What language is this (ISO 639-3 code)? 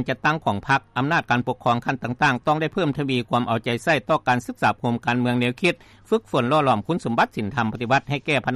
lao